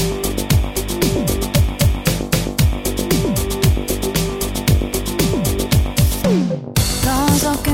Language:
Estonian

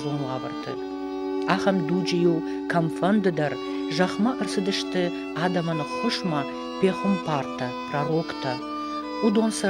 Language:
Ossetic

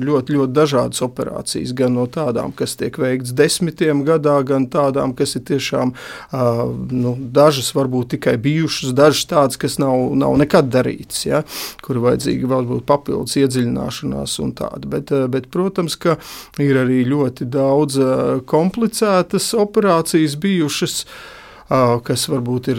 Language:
Latvian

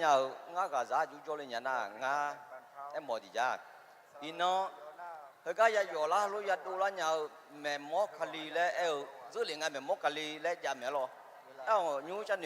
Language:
Akha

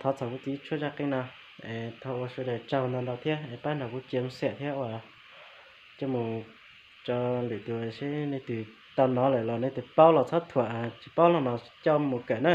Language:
Hmong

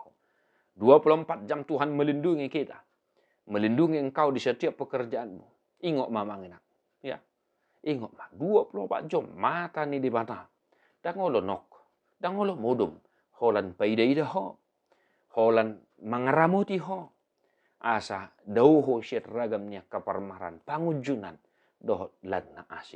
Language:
Batak Toba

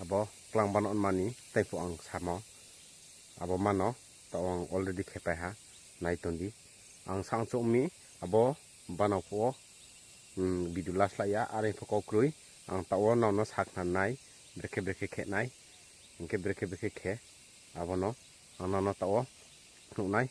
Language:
Riang (India)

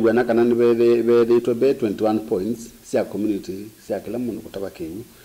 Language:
Kamba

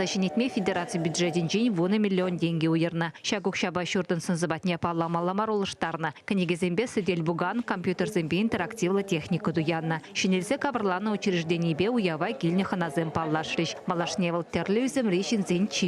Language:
Chuvash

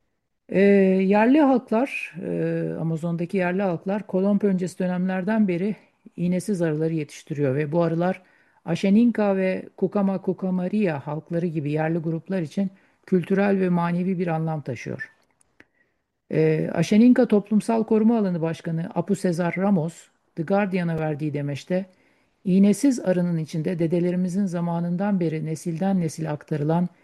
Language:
Turkish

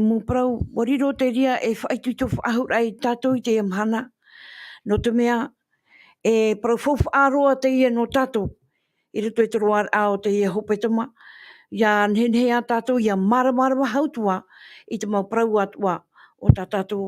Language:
Tahitian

